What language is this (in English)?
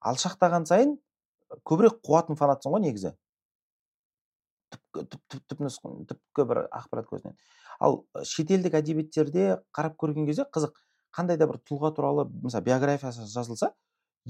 Kazakh